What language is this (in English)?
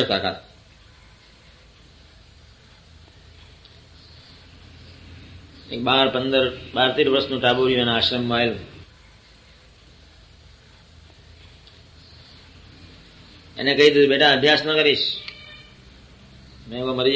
Gujarati